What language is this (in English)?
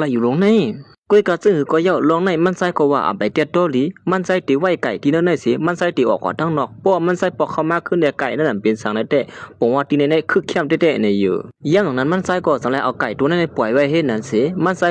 Shan